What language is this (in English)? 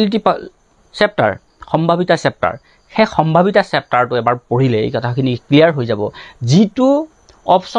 Assamese